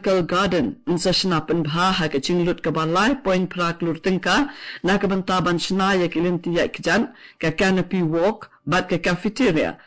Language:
Khasi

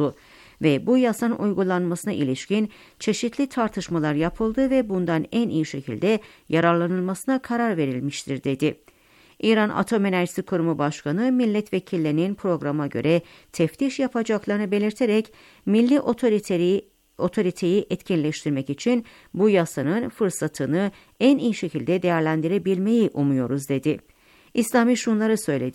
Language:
Turkish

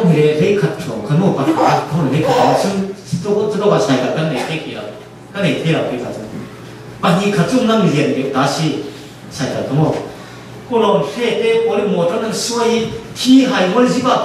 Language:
Falam Chin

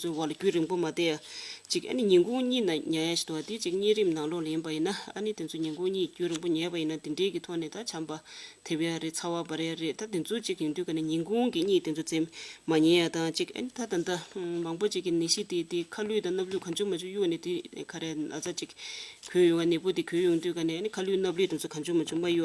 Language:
Tibetan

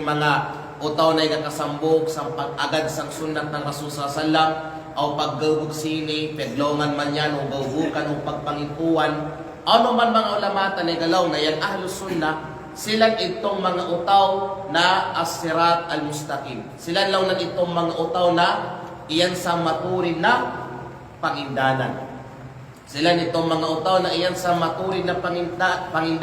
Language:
Kalagan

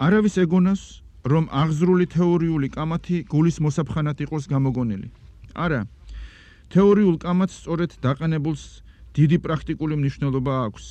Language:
Georgian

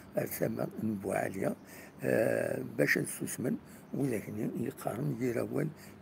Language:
Kabyle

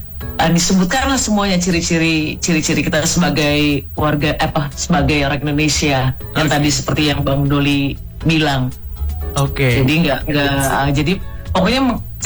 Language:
Indonesian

